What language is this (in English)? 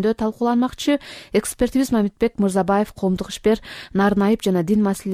Kyrgyz